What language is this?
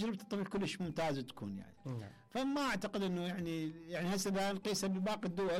Mesopotamian Arabic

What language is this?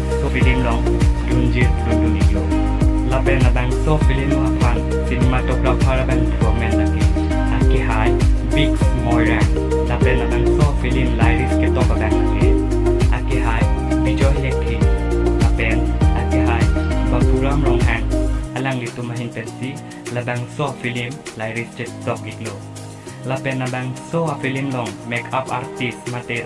Karbi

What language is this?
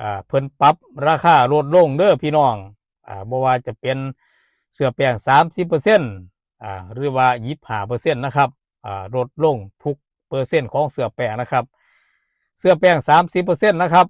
Northeastern Thai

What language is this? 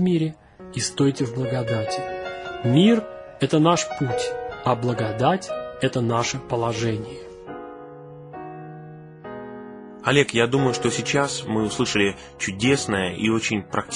Russian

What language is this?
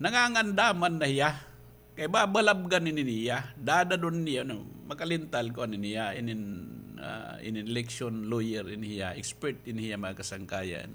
Waray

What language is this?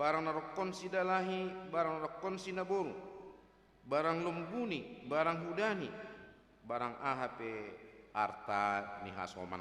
Batak Simalungun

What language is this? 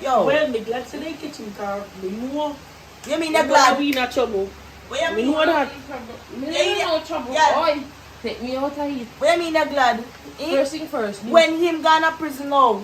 Jamaican Creole English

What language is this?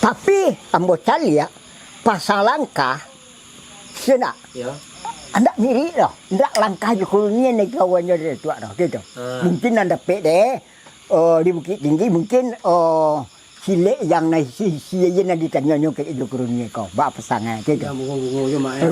Minangkabau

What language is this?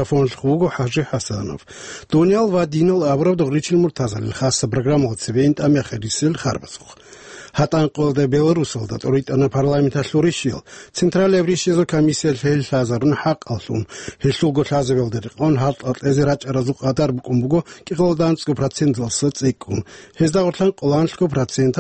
Avaric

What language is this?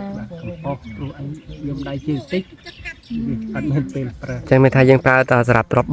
Khmer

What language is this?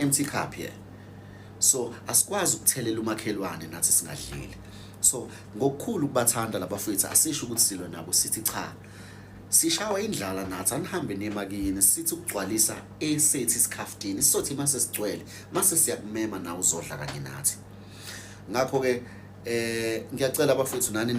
Zulu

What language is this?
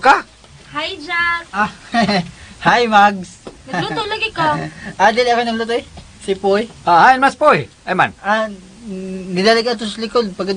Cebuano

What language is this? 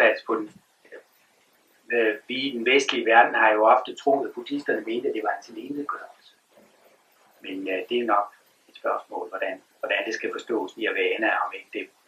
Danish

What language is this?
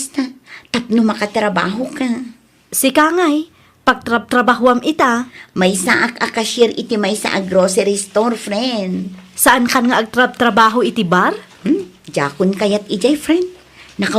Iloko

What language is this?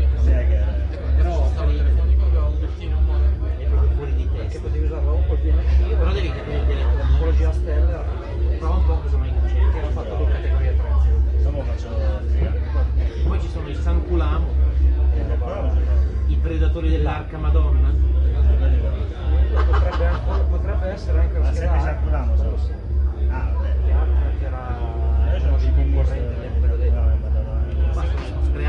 Italian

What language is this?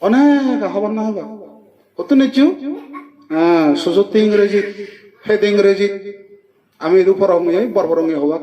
Chakma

